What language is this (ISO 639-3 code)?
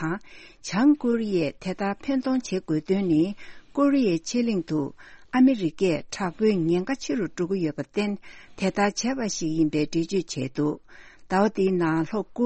bod